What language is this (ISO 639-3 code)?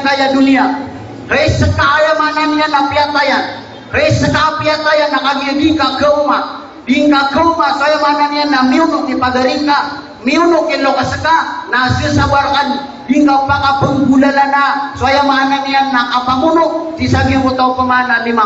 mrw